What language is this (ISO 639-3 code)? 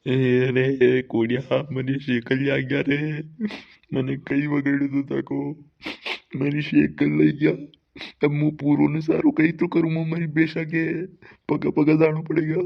raj